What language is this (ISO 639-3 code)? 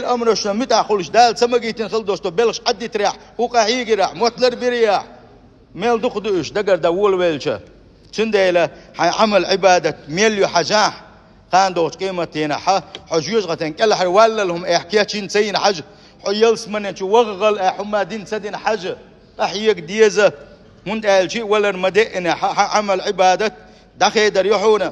che